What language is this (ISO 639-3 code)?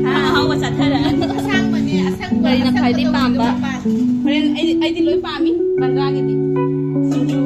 mni